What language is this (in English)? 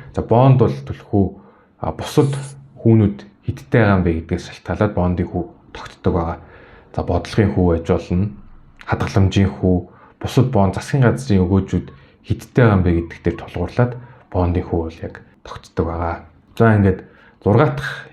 Mongolian